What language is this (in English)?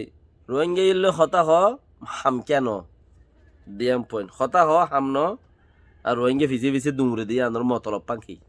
Rohingya